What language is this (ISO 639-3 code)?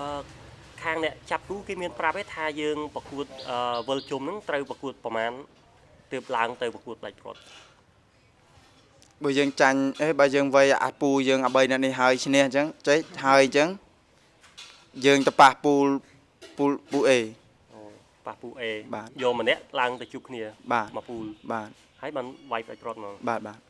khm